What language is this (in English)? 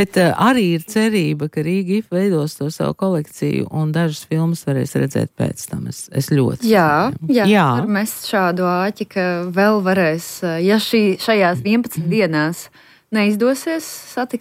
Latvian